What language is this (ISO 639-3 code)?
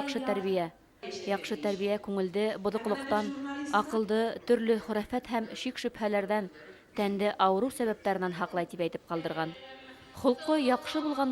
bak